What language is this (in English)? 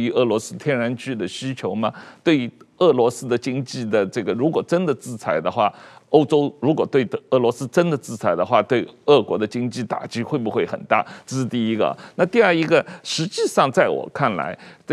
Chinese